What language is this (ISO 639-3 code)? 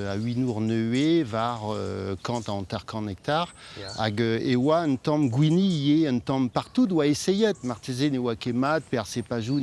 bre